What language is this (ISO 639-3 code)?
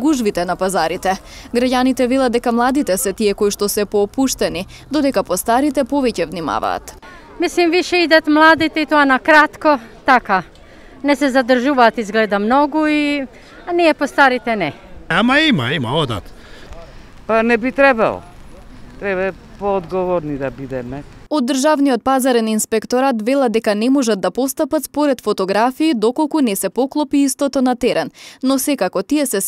mkd